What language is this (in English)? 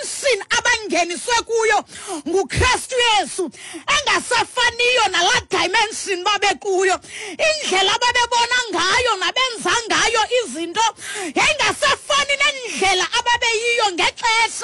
Xhosa